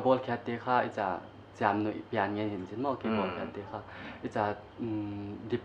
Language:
Paite Chin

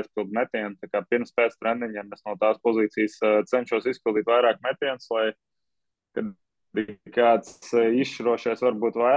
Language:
Latvian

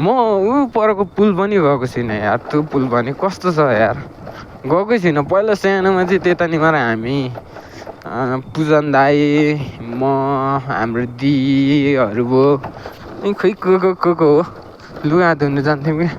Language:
Nepali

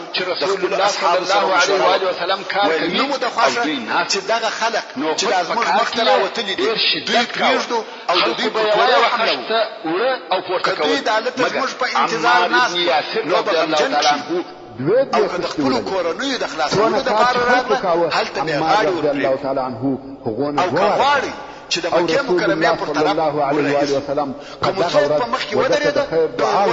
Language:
Pashto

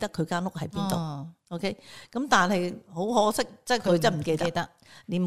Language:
Cantonese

